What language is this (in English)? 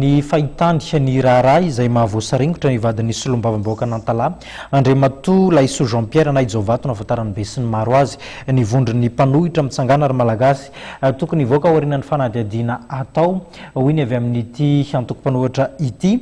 Malagasy